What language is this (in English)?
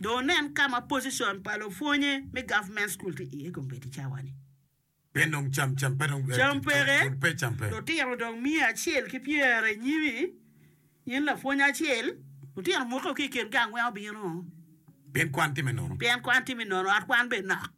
Acoli